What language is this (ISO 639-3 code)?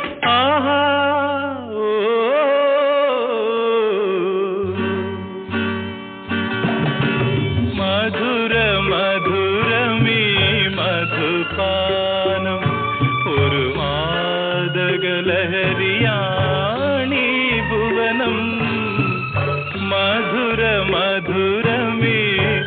mal